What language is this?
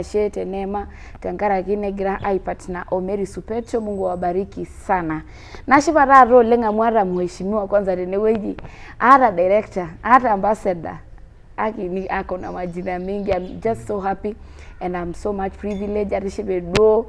Masai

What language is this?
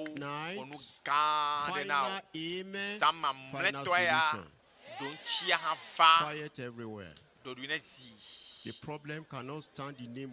Ewe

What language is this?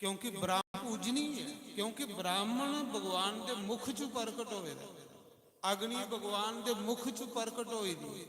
Dogri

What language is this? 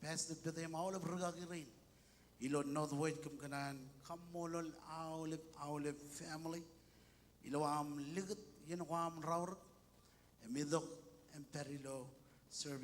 Marshallese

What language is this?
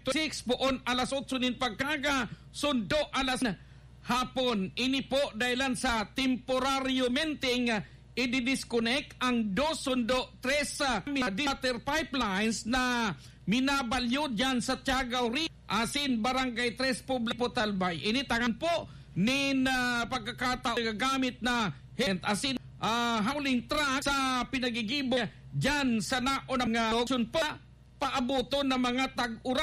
Bikol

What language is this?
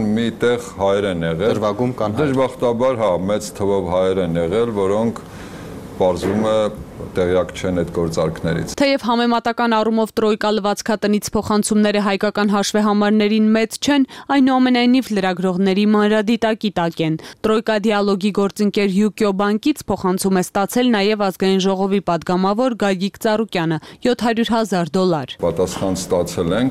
Armenian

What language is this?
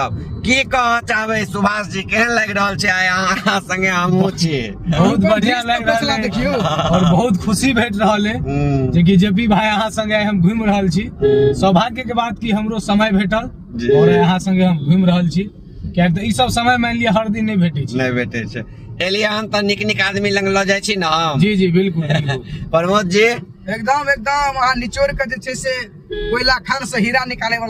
Maithili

